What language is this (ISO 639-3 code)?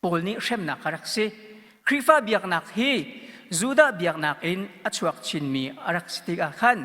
cnh